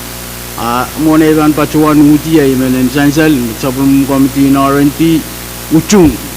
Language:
Pohnpeian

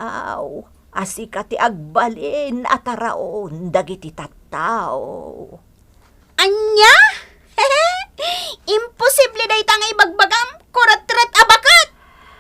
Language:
Iloko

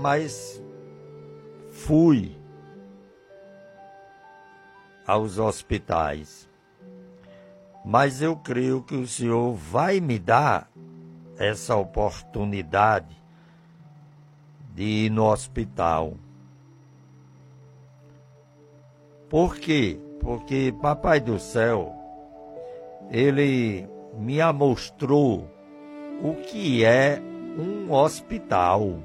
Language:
Portuguese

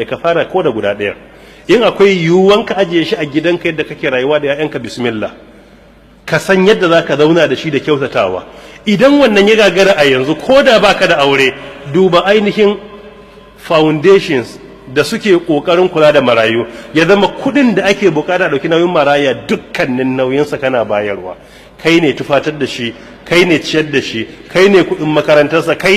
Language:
Hausa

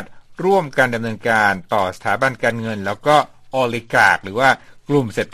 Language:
Thai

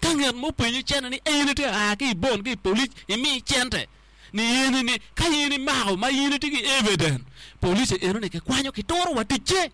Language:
Acoli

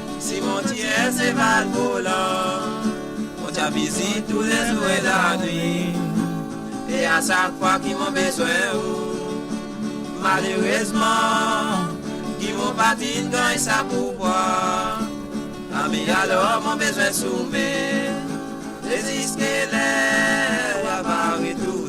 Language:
Morisyen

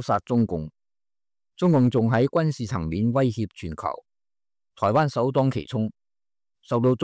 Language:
Cantonese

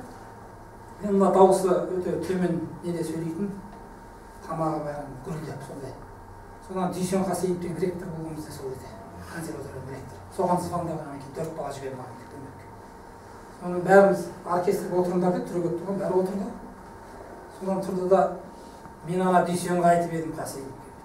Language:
Kazakh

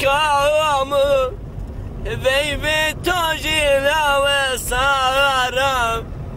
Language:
Zaza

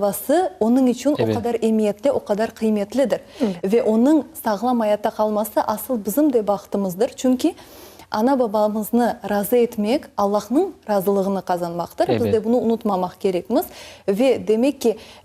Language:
Crimean Tatar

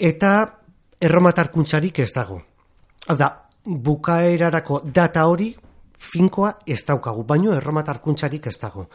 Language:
Basque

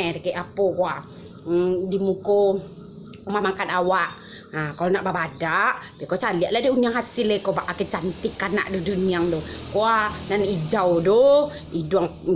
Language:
Minangkabau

